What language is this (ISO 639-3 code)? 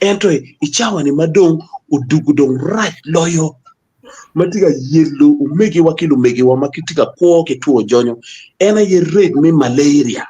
ach